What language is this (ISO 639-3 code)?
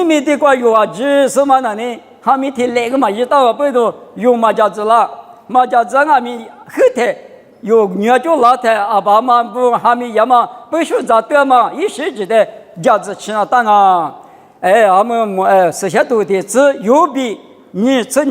lis